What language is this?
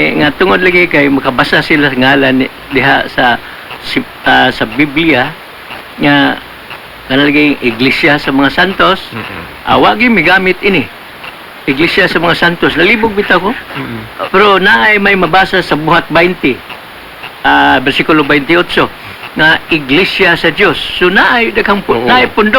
Cebuano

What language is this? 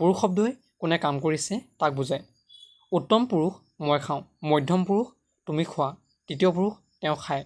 Assamese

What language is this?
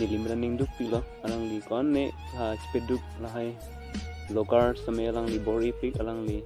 Karbi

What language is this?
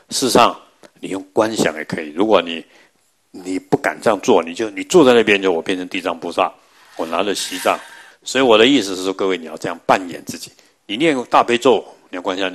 Chinese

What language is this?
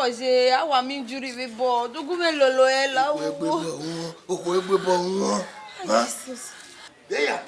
Bini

